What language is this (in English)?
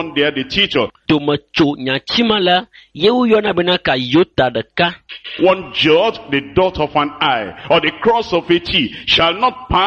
Ewe